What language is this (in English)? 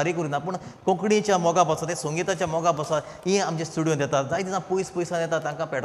Konkani